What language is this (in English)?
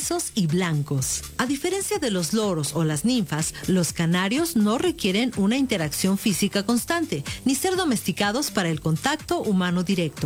Spanish